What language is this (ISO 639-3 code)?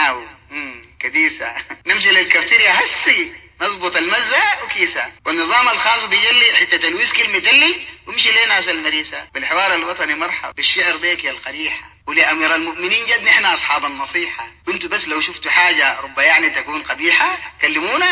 apd